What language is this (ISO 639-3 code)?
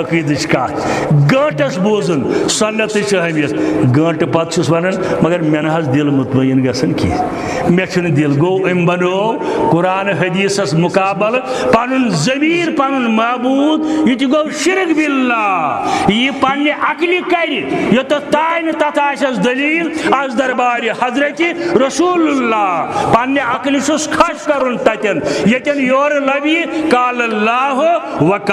kas